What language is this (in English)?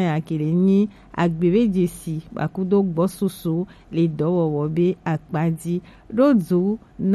Gen